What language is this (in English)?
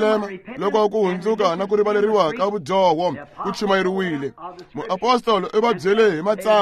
Tsonga